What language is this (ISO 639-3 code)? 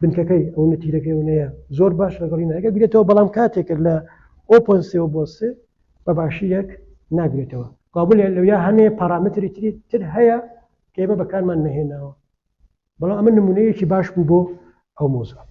ckb